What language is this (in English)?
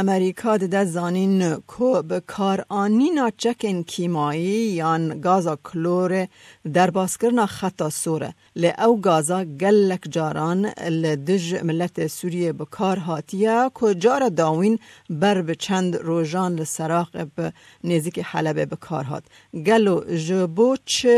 Kurdish